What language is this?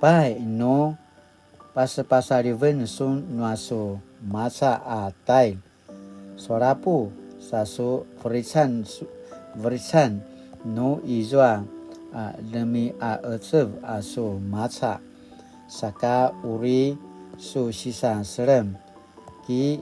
Paiwan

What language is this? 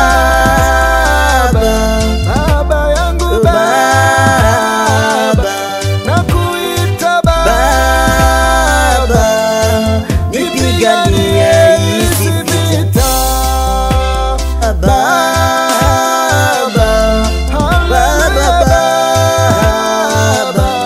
Swahili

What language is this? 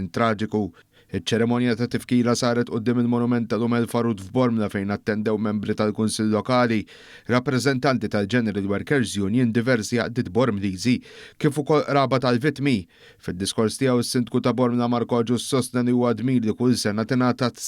Maltese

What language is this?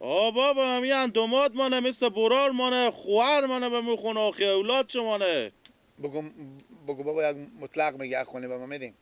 Persian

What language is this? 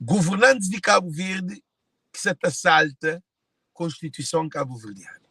Kabuverdianu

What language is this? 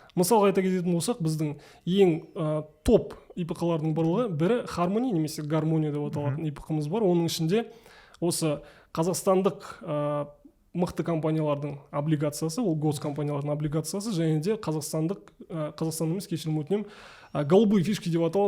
Kazakh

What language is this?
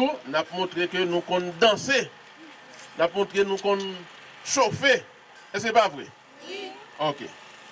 Haitian Creole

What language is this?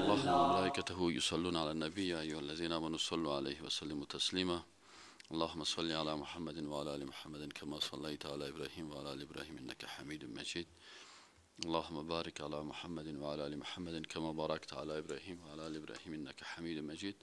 Persian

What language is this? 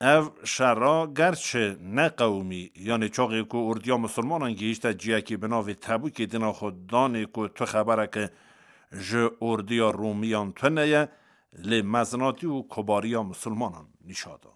Kurdish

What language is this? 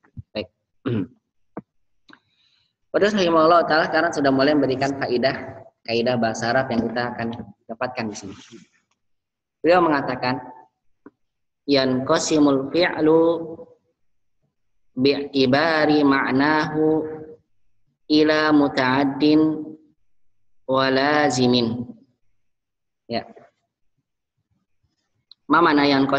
Indonesian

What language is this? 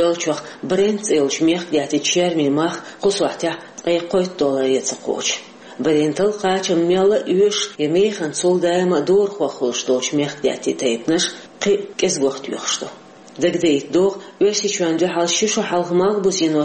Chechen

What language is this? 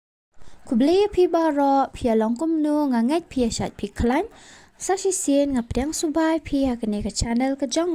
Khasi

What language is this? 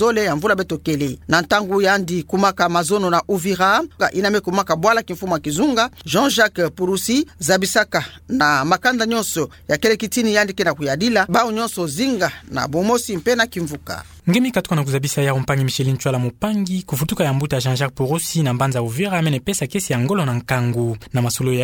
Kituba (Democratic Republic of Congo)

